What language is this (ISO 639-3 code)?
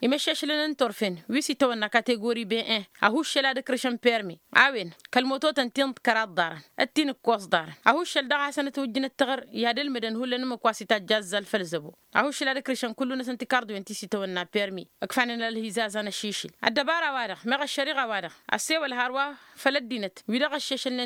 taq